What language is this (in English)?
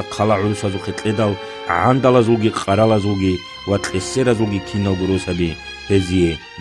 Avaric